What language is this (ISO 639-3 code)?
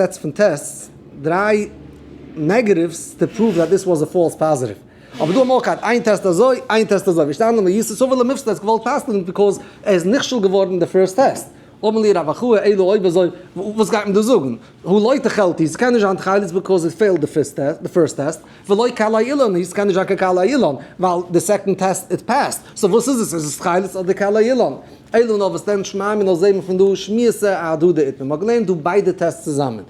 yid